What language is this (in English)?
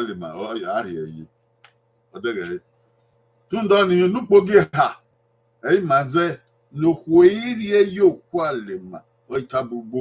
Bini